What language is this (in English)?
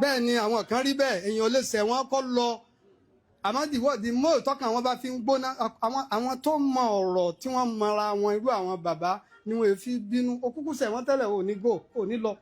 Yoruba